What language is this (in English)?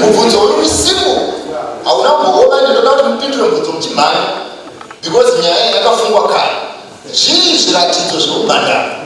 Shona